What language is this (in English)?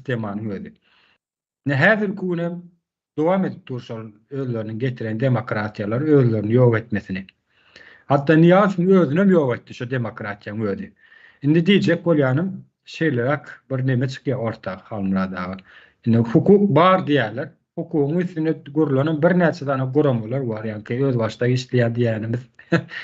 Turkmen